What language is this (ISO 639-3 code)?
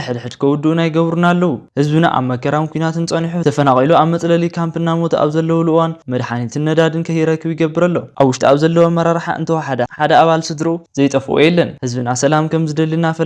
tir